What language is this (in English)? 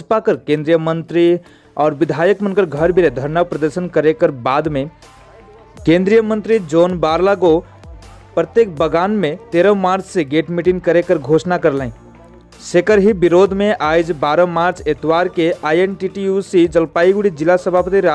Sadri